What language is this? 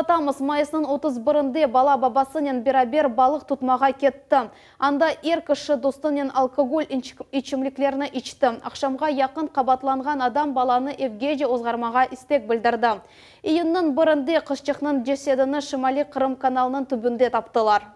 Crimean Tatar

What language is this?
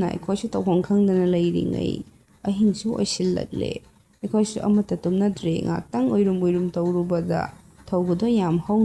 Manipuri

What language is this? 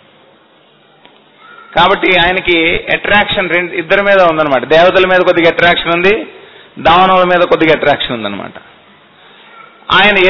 Telugu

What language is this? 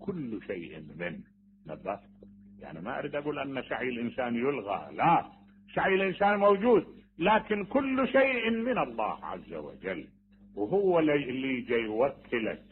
Mesopotamian Arabic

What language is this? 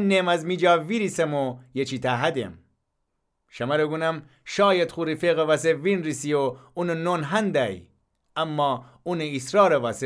Gilaki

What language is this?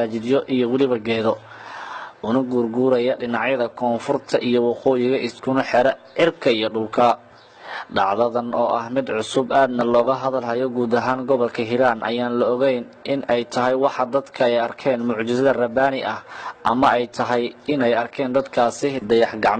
Somali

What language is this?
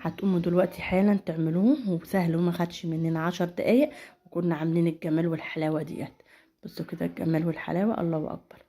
Egyptian Arabic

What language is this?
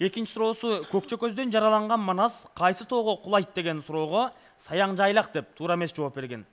Kyrgyz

